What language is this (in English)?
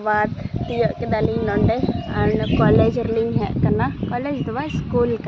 Santali